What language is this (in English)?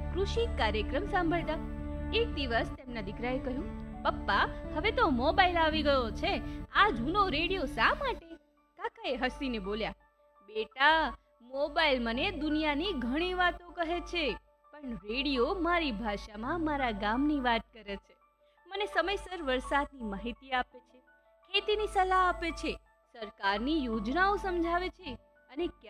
Gujarati